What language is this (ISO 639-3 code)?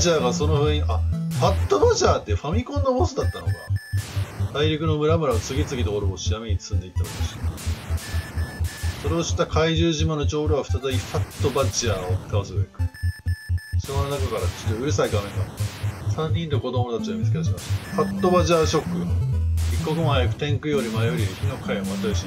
jpn